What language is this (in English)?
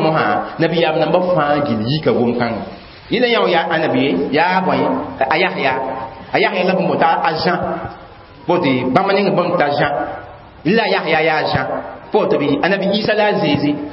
Mossi